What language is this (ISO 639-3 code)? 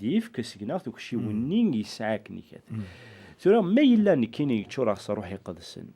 kab